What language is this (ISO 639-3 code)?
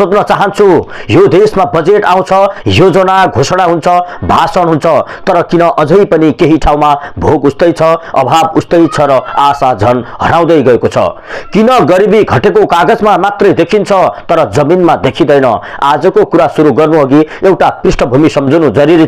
nep